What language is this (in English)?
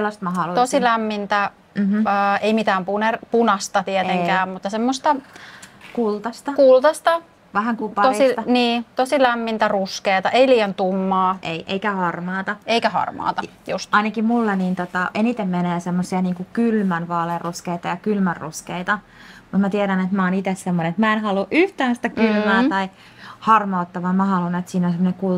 Finnish